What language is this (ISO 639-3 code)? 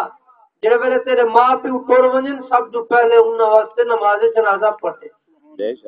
skr